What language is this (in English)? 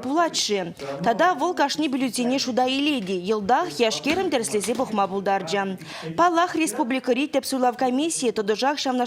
Chuvash